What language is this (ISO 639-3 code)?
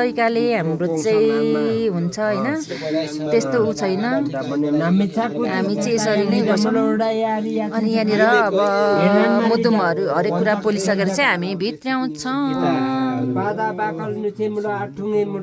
nep